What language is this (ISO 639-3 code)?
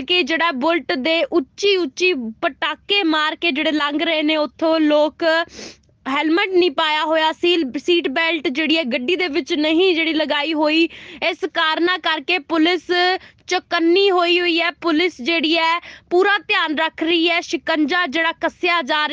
pan